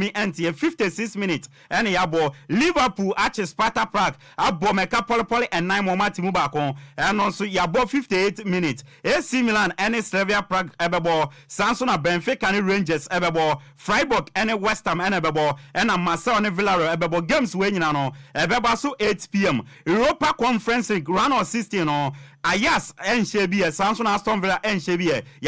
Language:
Akan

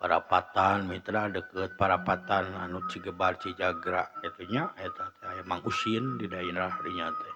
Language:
Sundanese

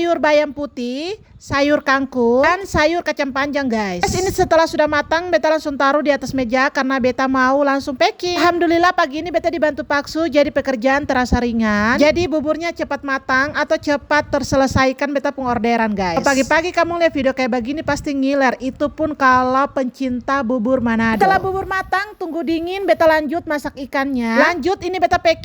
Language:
Ambonese Malay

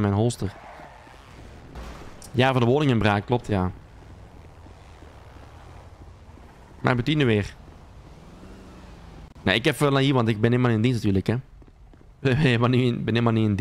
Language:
Dutch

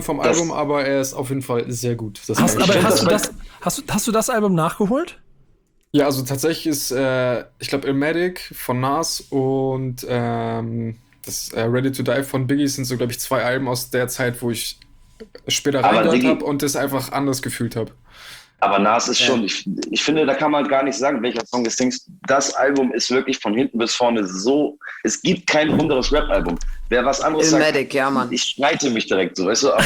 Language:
German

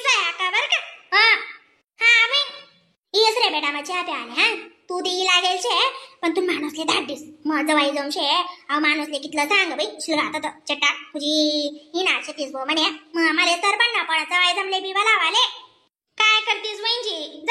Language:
Khandesi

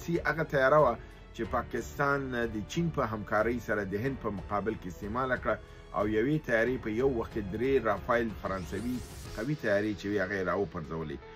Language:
Pashto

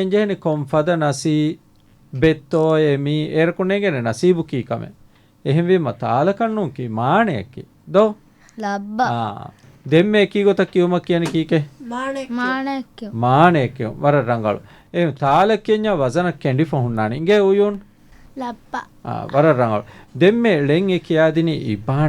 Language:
Divehi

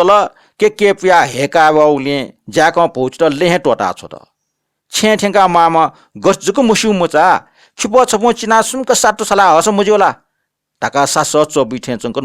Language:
Newari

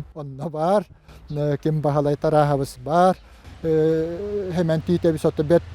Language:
Yakut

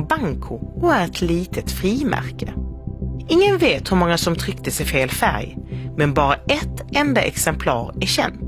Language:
Swedish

